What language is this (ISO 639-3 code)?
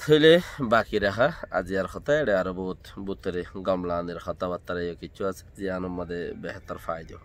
rhg